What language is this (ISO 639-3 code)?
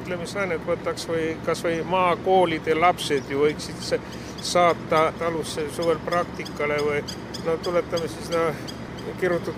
est